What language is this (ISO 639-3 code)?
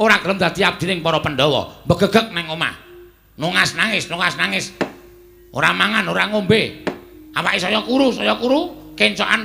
jav